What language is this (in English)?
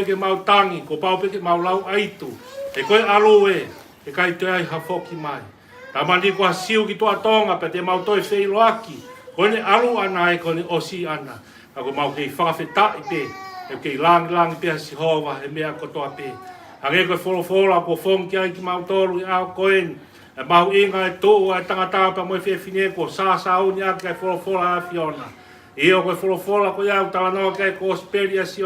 Tongan